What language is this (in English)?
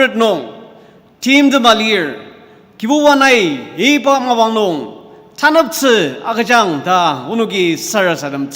Ao Naga